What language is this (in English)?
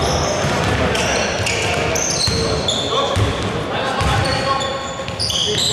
Greek